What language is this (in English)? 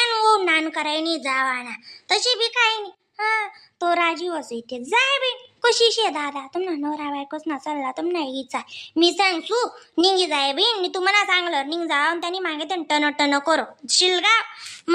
Khandesi